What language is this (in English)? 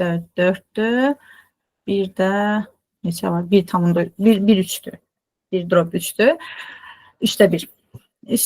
Azerbaijani